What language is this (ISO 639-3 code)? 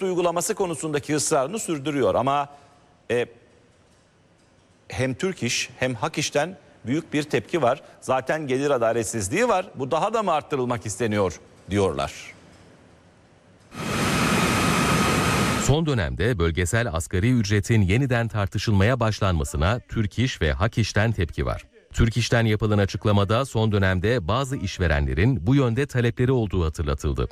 tur